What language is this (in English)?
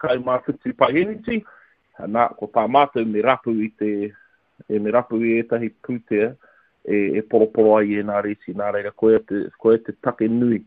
Māori